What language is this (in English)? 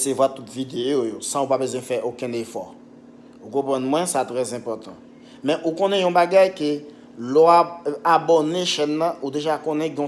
Haitian Creole